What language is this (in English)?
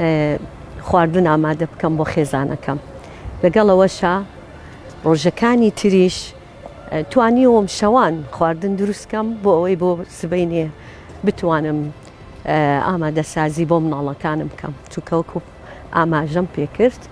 Central Kurdish